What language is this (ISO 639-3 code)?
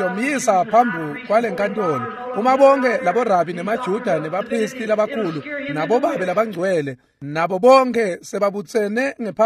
ssw